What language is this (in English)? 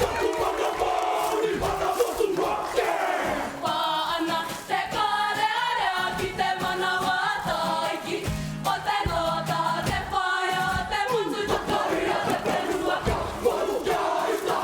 Māori